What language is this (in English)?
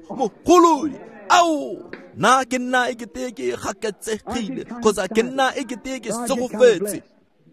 Tswana